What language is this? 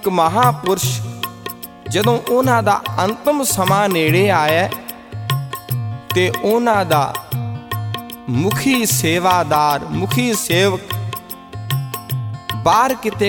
Punjabi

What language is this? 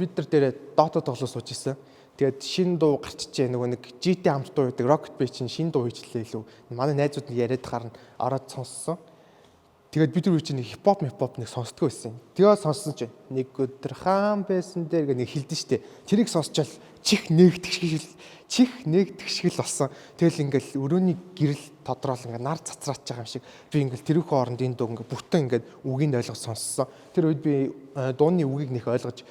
Mongolian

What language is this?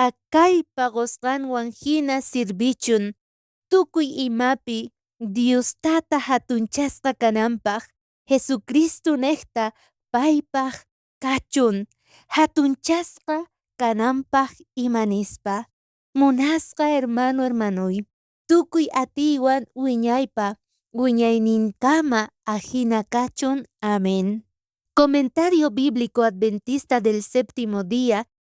South Bolivian Quechua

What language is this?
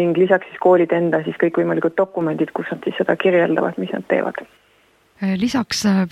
Estonian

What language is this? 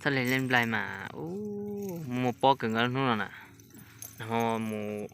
Hmong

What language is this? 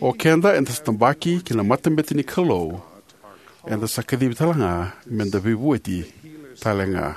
Fijian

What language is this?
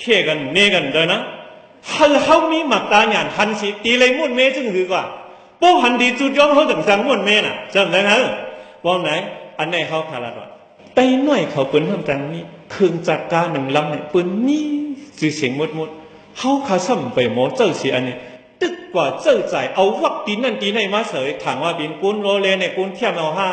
Shan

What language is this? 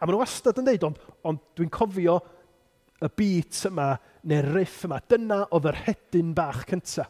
Welsh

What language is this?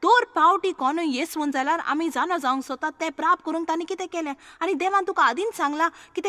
Konkani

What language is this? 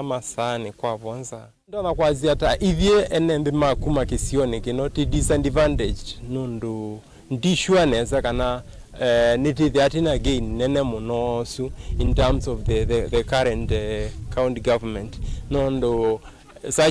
Kamba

